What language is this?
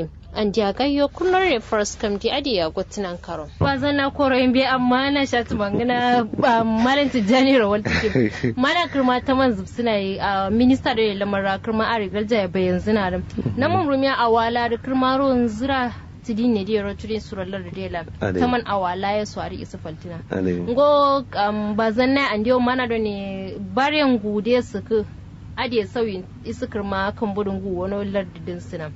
Kanuri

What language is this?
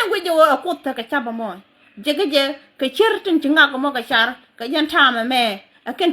Nuer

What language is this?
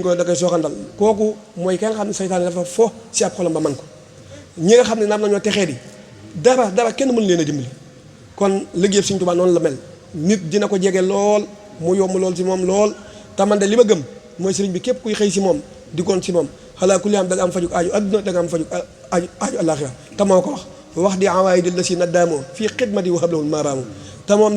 Wolof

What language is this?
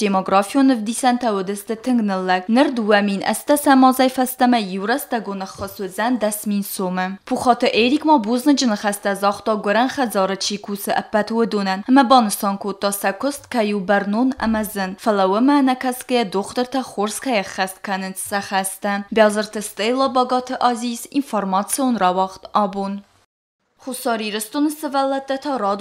Ossetic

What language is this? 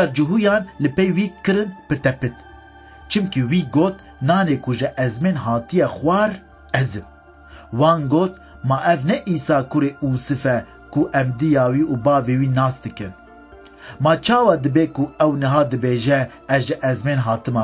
Kurdish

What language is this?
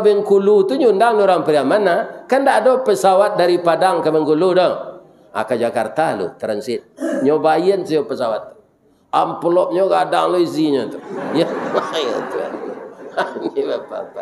Minangkabau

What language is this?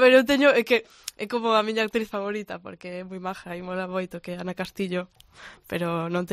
Galician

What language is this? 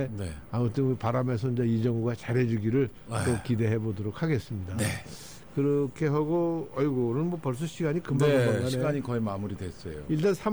Korean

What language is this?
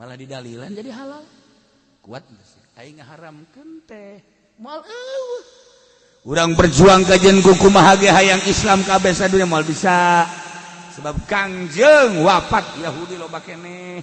Sundanese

